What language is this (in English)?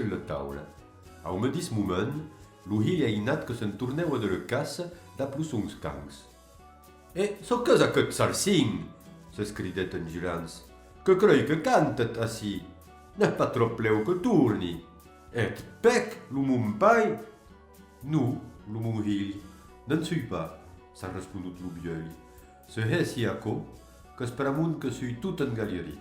Occitan